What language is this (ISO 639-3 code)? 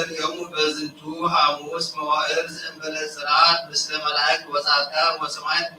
gez